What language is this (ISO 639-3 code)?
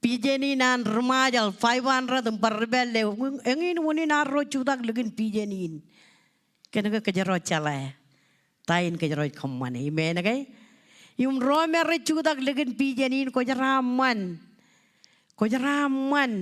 mah